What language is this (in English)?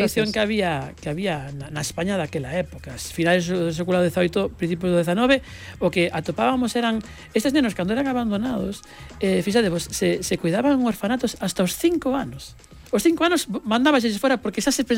Galician